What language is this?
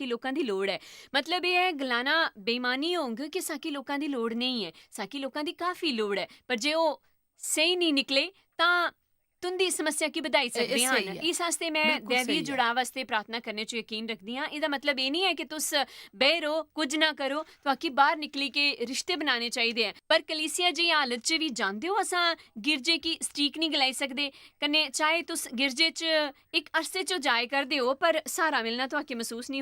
Dogri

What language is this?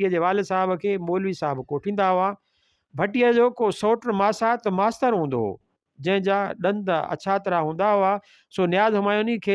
Sindhi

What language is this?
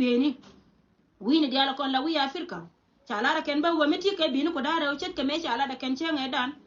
Nuer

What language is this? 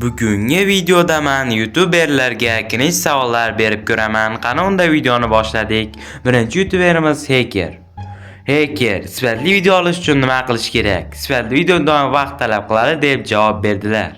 Uzbek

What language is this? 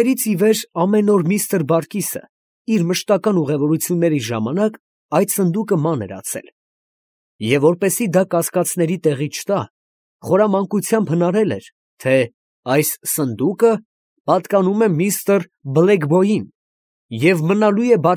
Armenian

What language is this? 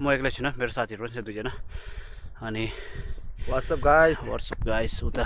Nepali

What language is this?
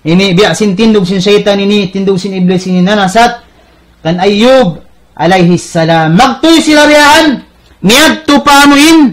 Tausug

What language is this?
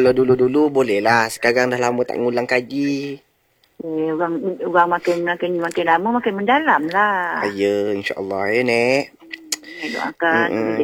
Malay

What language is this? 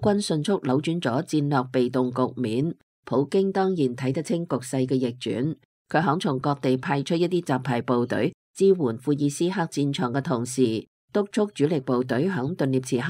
Cantonese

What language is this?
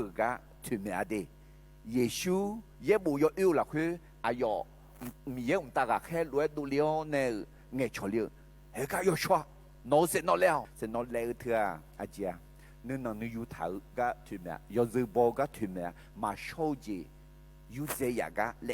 Akha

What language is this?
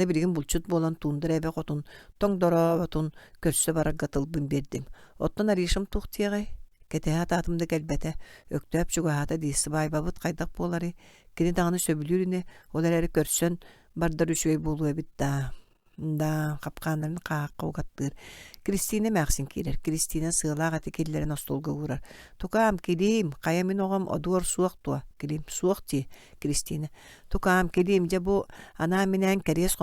Yakut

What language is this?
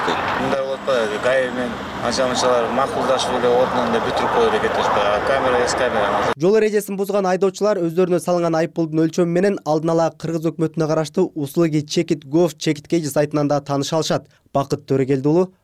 Kyrgyz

